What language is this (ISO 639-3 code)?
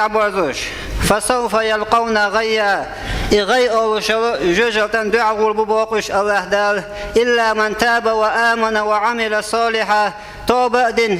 che